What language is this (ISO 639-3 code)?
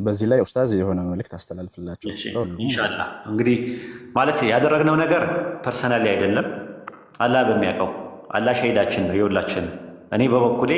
amh